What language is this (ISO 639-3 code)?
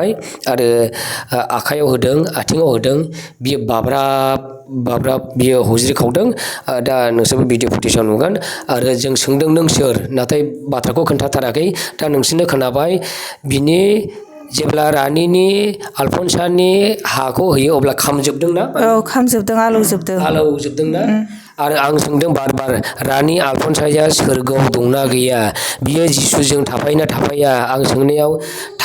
brx